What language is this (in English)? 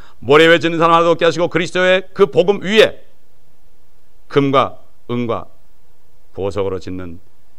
Korean